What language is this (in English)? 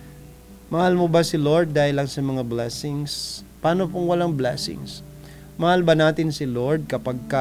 Filipino